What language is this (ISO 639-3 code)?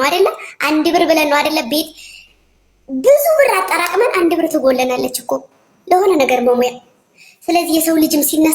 amh